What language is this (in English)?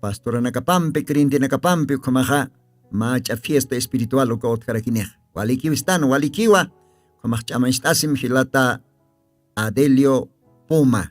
Aymara